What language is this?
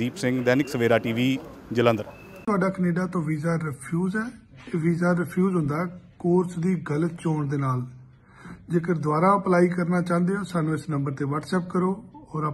Punjabi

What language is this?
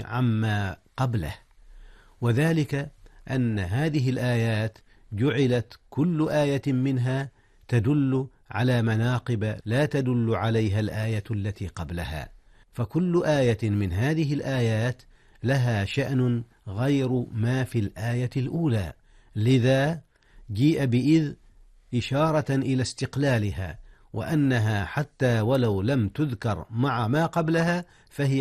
Arabic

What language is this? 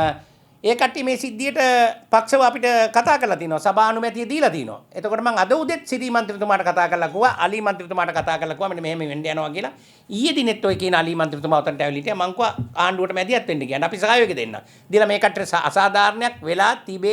Sinhala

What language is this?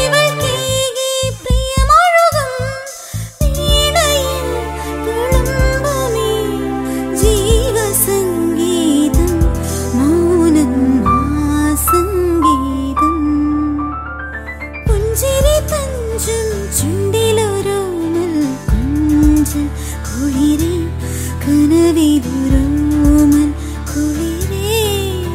Malayalam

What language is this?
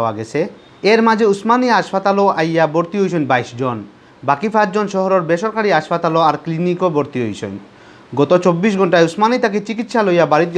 Sylheti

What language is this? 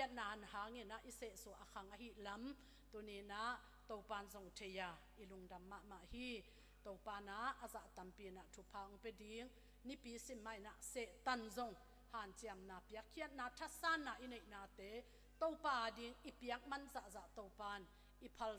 Tedim Chin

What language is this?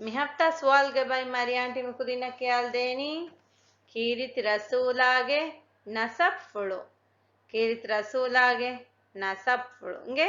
Divehi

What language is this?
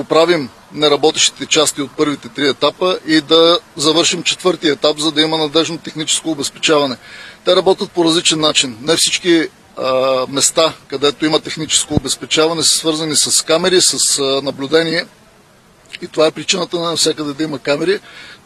Bulgarian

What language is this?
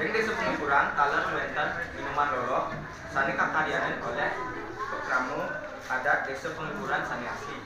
Balinese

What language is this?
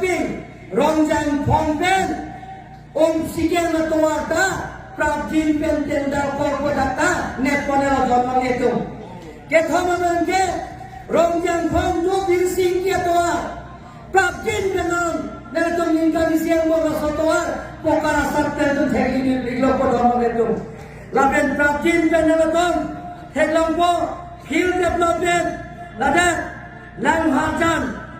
Karbi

